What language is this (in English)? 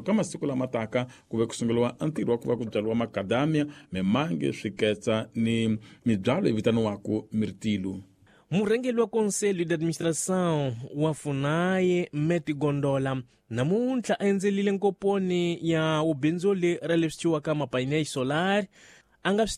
Tsonga